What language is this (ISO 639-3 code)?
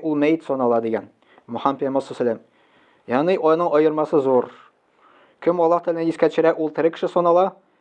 tat